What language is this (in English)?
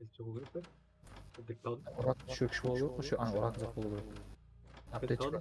Kara-Kalpak